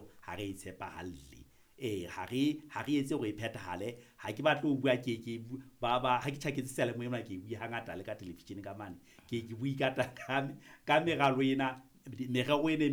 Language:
Southern Sotho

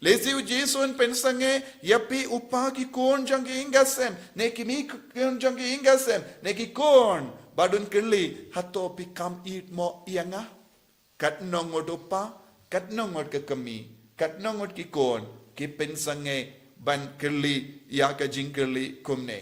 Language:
Khasi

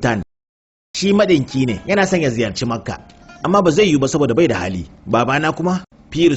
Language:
Hausa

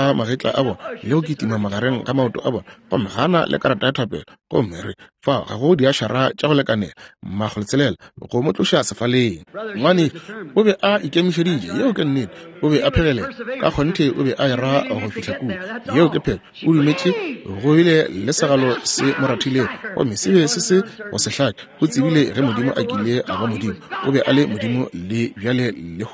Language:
Northern Sotho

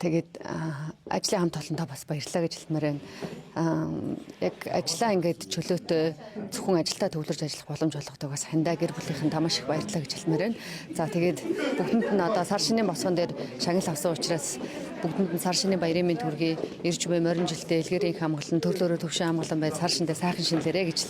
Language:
Mongolian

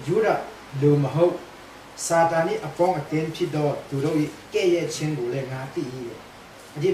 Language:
Burmese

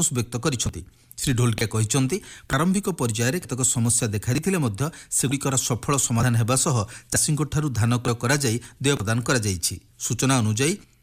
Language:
Odia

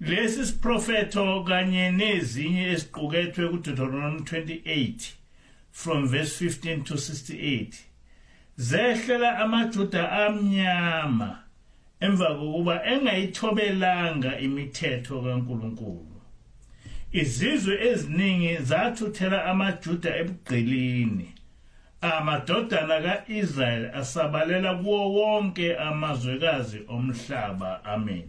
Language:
Zulu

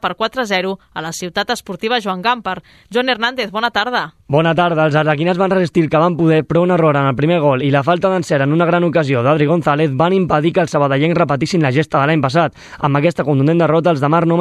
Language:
Catalan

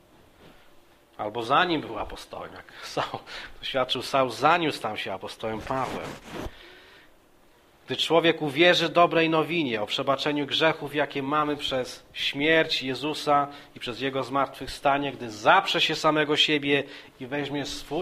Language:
Polish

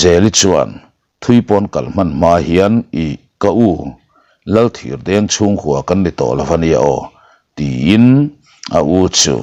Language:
Mizo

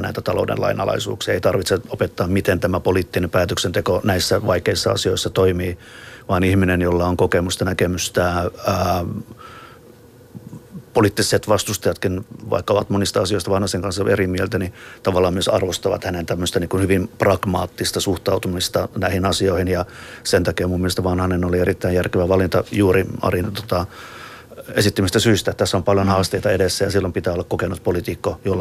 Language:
Finnish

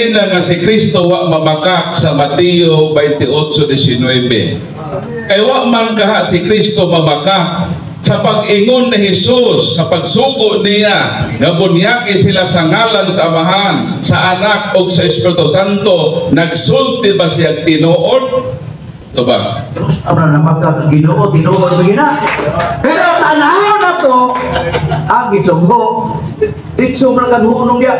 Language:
Cebuano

